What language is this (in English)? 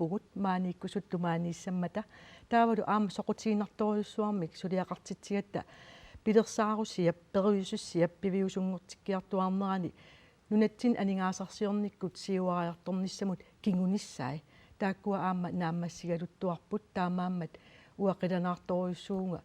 Kalaallisut